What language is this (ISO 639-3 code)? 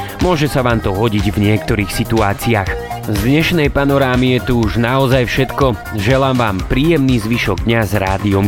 slk